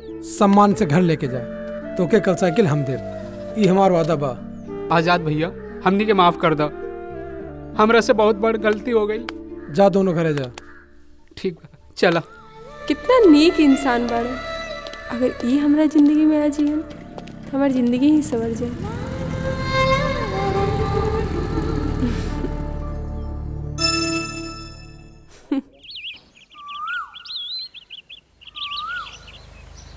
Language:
Bhojpuri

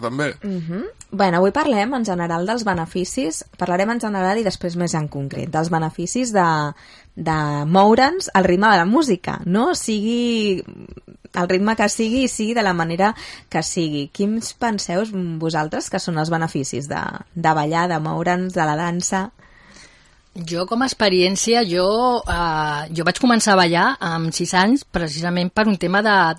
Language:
Catalan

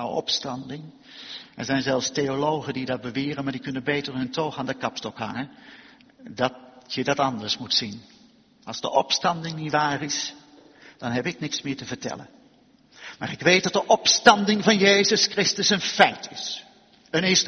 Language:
Dutch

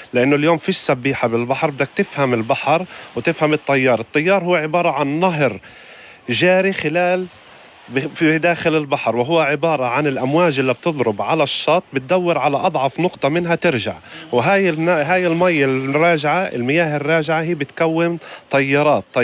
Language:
North Levantine Arabic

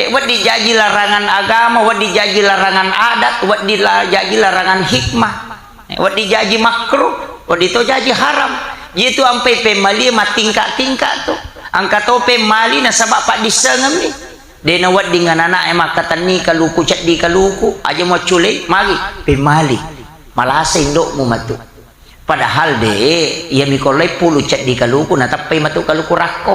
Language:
Buginese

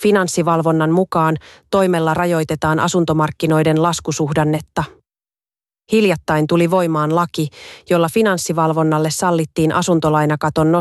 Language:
Finnish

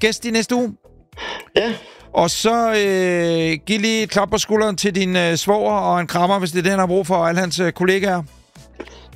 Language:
Danish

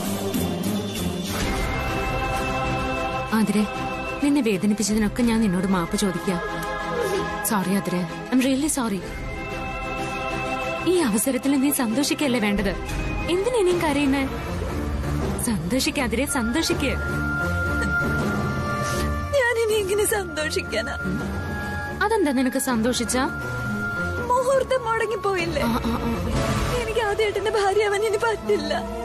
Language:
Malayalam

